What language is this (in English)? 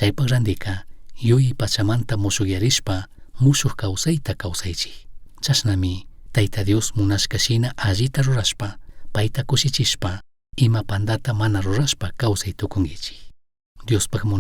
Chimborazo Highland Quichua